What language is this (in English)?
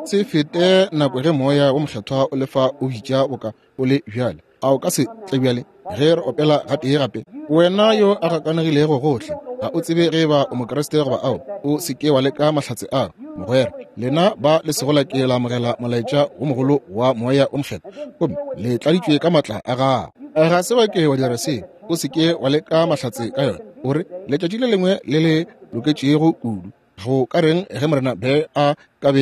Northern Sotho